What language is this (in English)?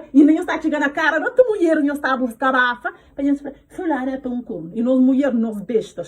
Kabuverdianu